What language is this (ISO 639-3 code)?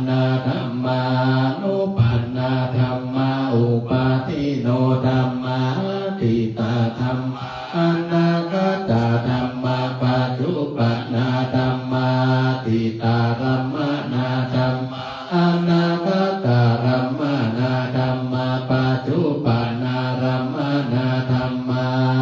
pli